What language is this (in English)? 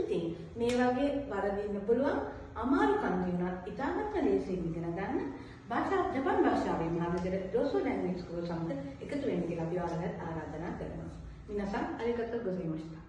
Sinhala